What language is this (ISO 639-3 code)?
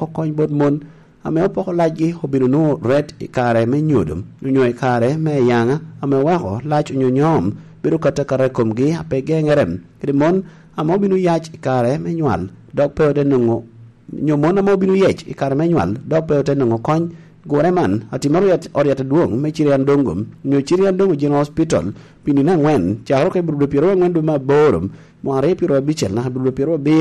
laj